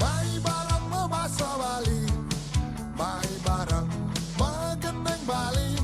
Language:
Balinese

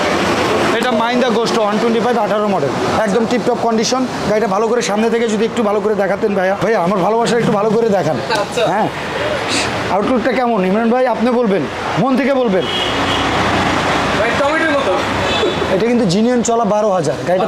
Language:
Bangla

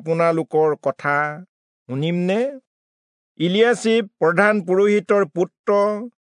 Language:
Assamese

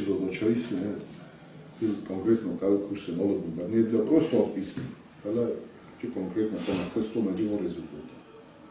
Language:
Ossetic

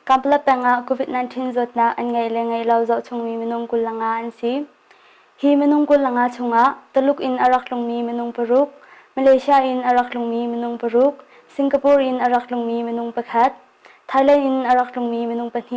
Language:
Hakha Chin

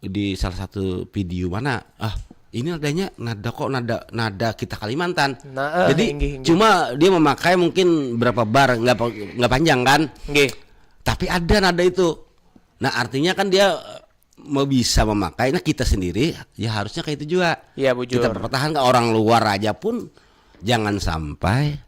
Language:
Banjar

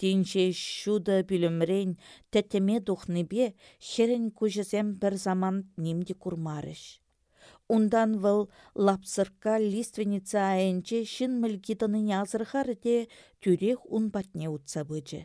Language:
Chuvash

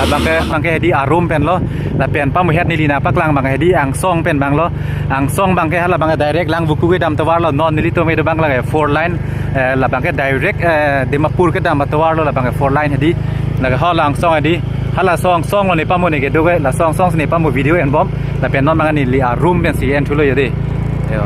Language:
Karbi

